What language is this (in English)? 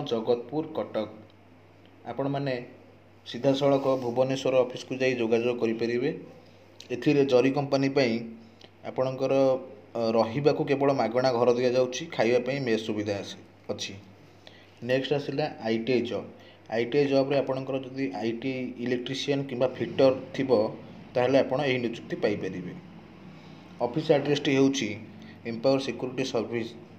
Odia